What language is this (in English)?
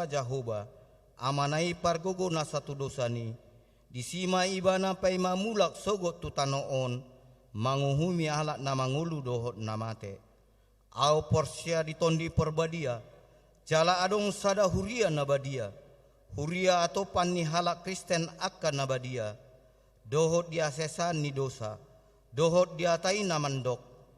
Batak Toba